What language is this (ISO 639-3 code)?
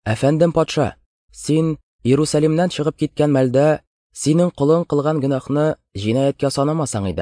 tat